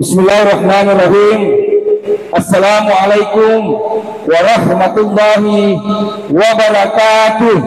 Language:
Buginese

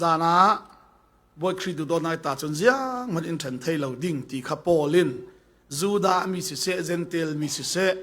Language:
Falam Chin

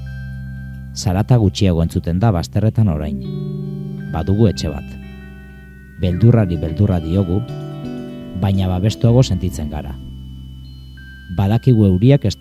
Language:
Basque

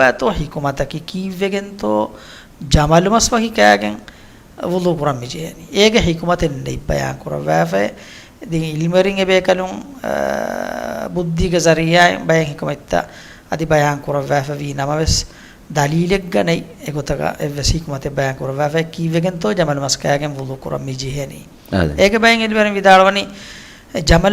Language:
Divehi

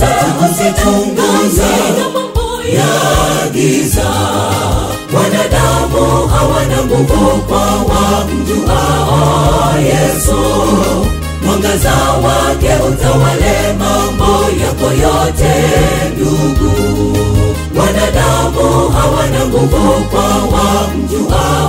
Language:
Swahili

